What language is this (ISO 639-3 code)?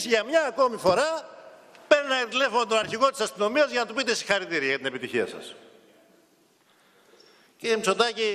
ell